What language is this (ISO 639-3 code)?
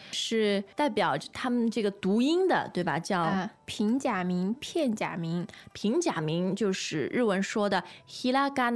zho